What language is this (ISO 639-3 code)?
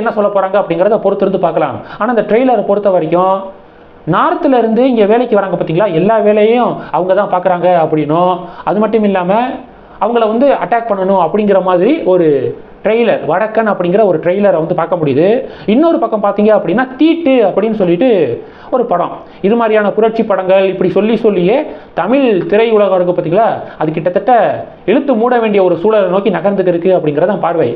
tam